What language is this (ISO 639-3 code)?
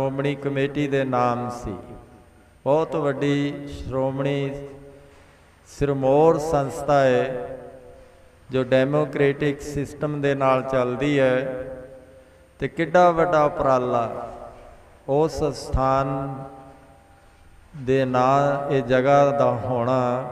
pan